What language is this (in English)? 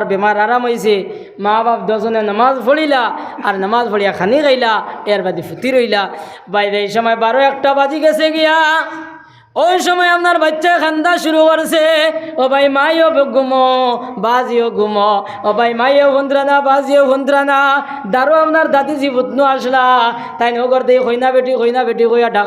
Sylheti